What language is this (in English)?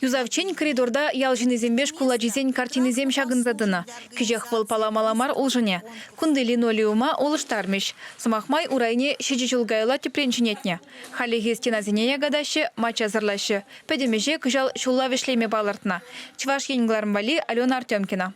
Chuvash